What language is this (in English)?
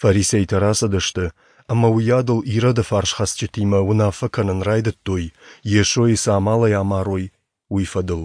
Ossetic